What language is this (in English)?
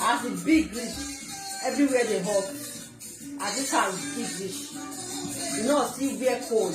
Nigerian Pidgin